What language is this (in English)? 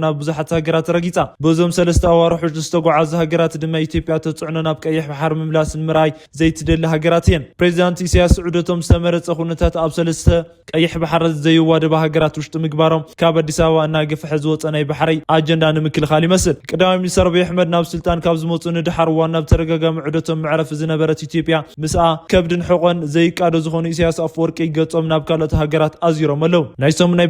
Tigrinya